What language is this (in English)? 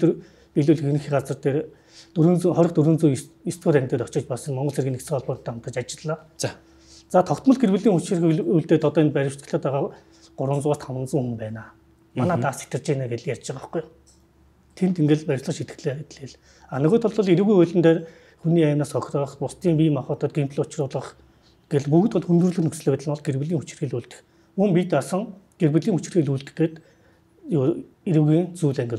Mongolian